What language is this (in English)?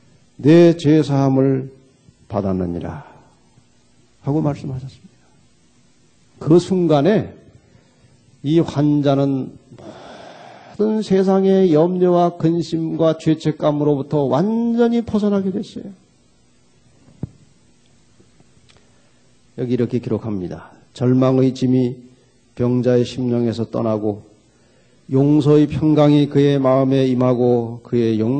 Korean